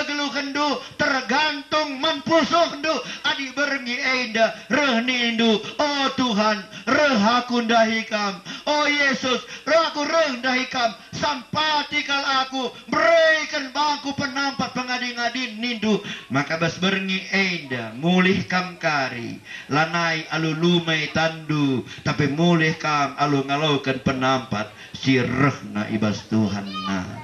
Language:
Batak Karo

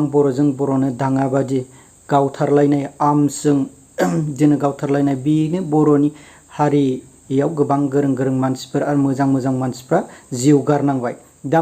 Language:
Bodo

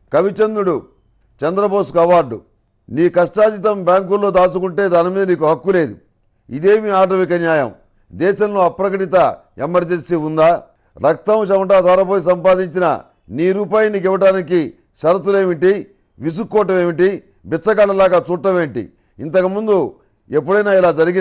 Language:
Telugu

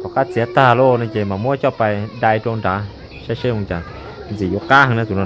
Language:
Hmong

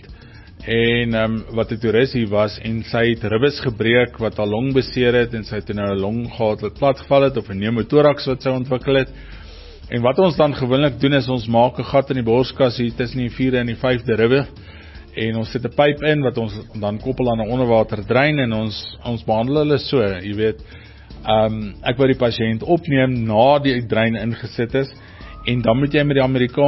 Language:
Afrikaans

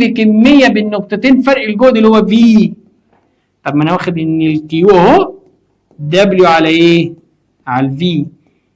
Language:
Egyptian Arabic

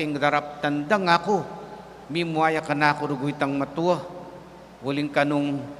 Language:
Pampanga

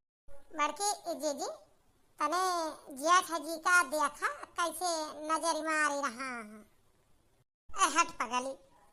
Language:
Awadhi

